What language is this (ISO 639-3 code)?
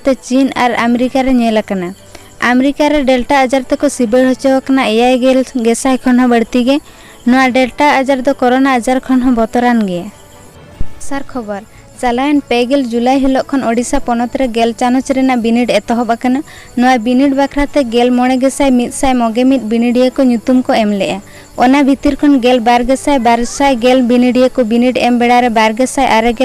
sat